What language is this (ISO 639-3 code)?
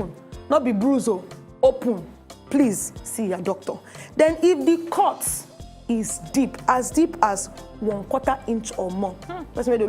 pcm